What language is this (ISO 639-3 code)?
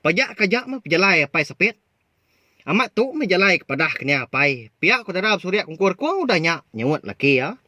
iba